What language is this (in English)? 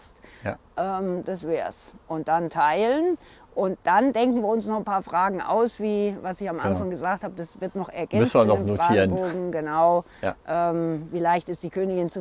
German